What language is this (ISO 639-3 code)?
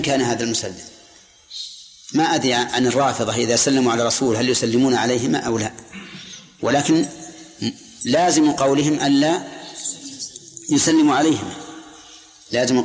ara